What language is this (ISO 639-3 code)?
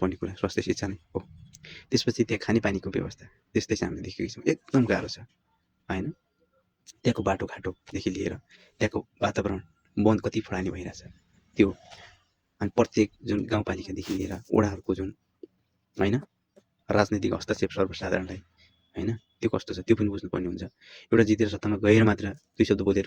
nep